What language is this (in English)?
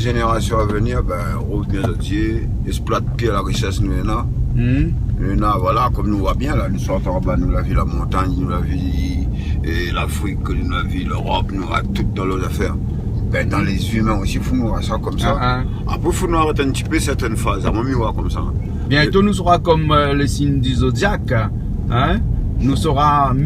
Réunion Creole French